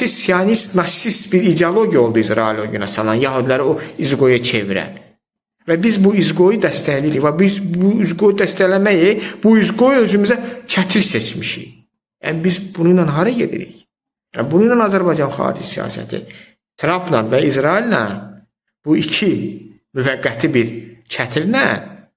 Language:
Azerbaijani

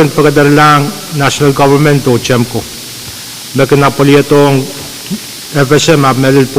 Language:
Pohnpeian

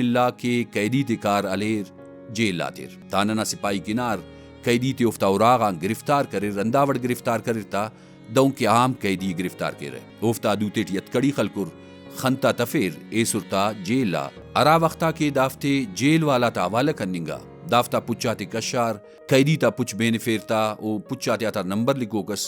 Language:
Brahui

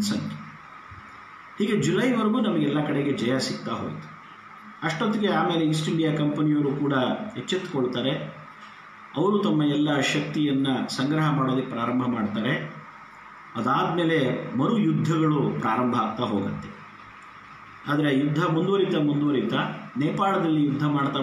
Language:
Kannada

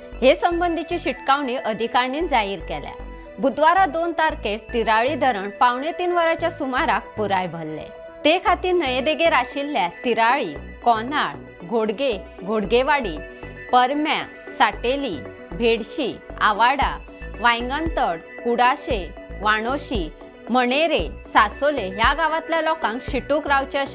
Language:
Konkani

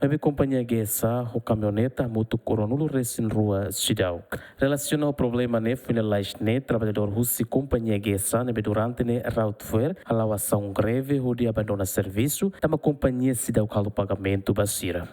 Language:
Tetum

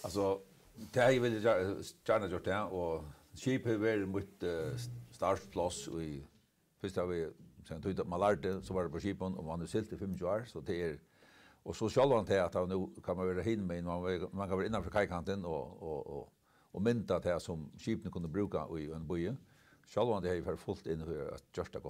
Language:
Faroese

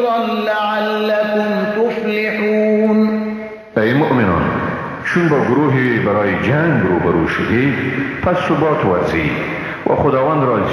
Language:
Persian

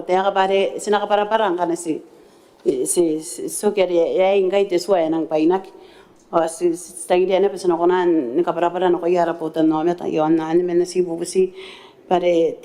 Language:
Gilbertese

